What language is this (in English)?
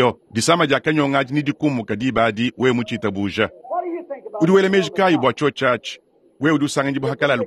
Luba-Lulua